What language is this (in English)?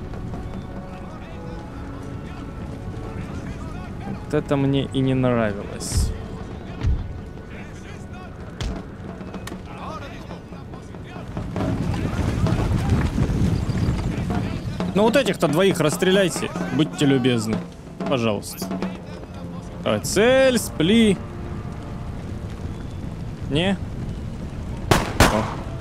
Russian